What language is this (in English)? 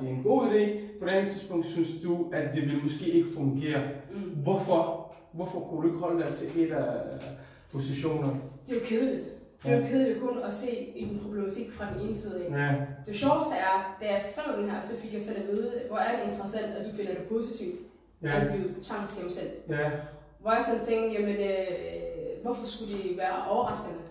Danish